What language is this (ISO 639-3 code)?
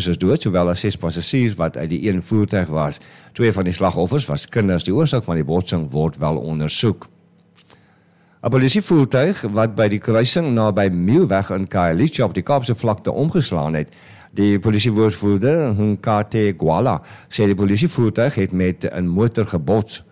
afr